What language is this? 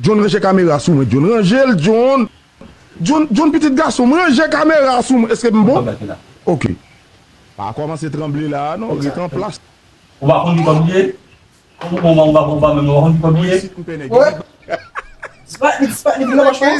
Haitian Creole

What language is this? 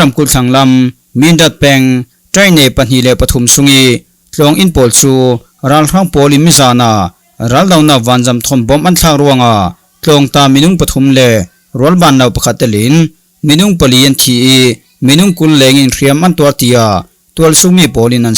Falam Chin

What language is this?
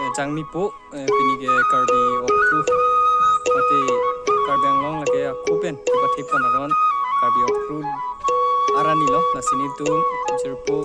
Karbi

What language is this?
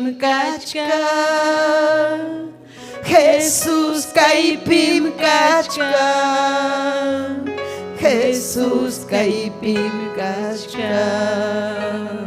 Ayacucho Quechua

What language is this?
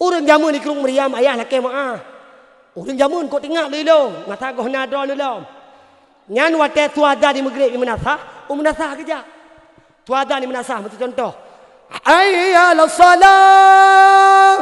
Achinese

